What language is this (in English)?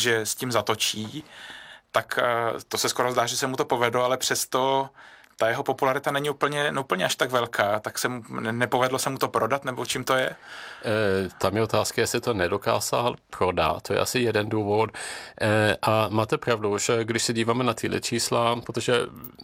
Czech